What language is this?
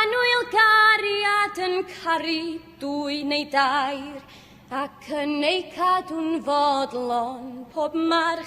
Welsh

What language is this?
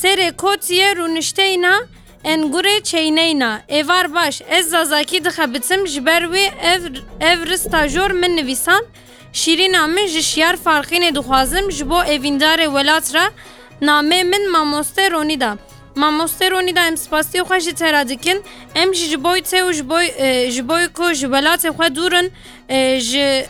Kurdish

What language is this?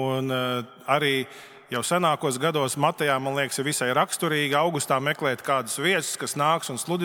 Latvian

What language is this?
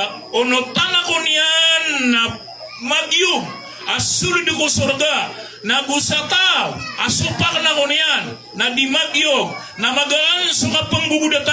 Maranao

